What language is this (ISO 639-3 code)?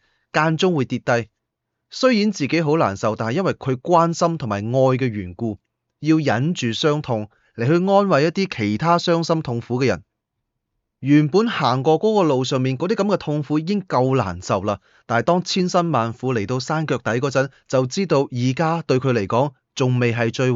yue